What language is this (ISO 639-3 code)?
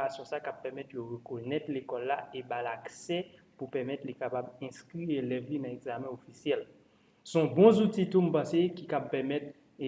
hat